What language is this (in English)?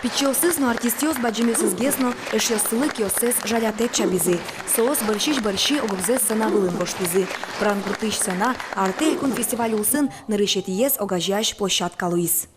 Udmurt